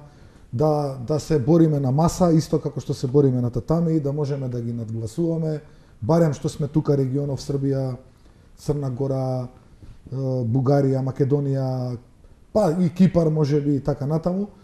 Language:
Macedonian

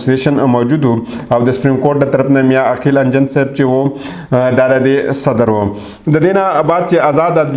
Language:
Pashto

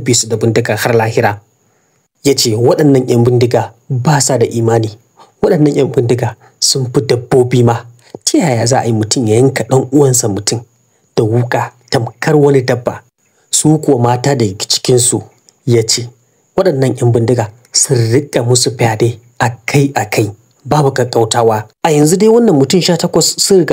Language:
Hausa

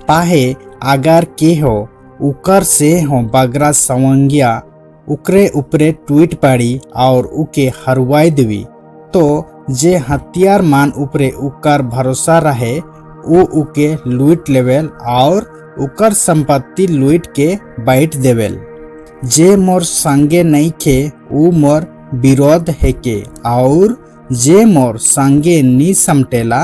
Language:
Sadri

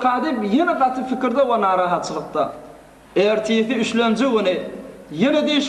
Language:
Turkmen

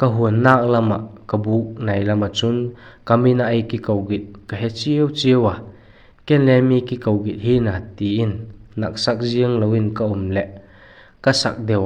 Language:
Vaiphei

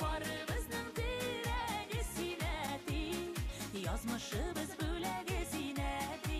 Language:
Bashkir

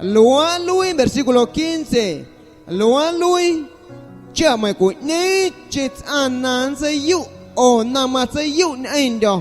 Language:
Guerrero Amuzgo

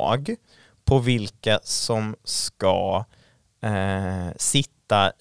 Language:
Swedish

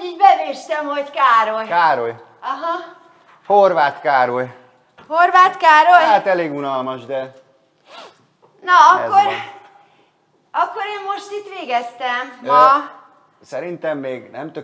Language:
Hungarian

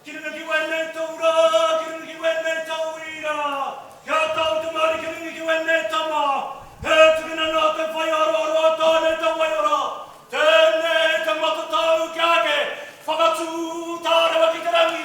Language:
Māori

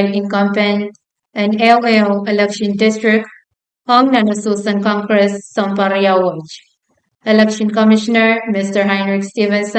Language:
Pohnpeian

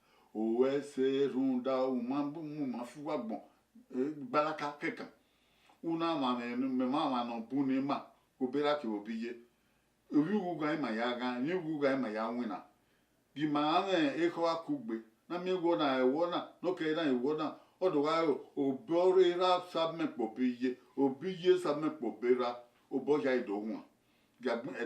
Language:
Bini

